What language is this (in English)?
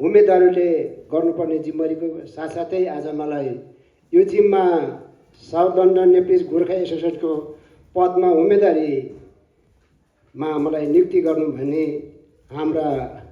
Nepali